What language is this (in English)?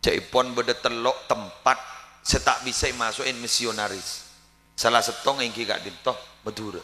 Madurese